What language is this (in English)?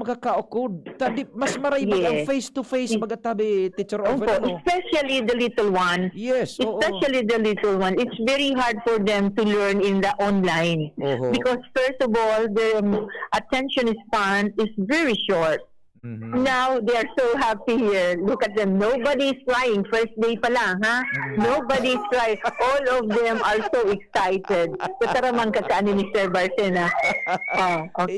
Bikol